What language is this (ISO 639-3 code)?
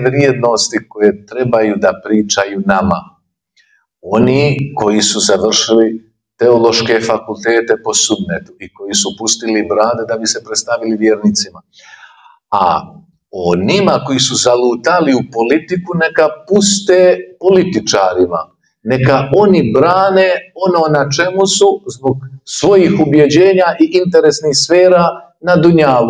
bos